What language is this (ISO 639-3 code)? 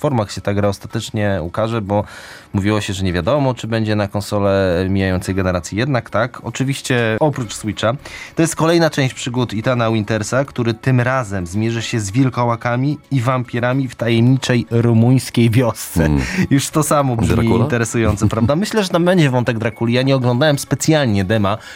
pol